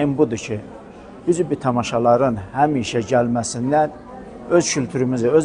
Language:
South Azerbaijani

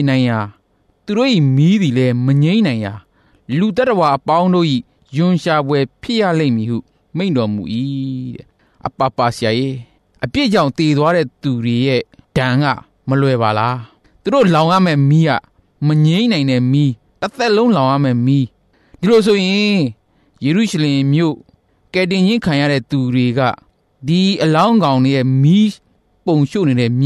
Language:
Burmese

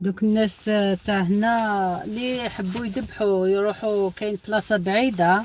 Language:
Algerian Arabic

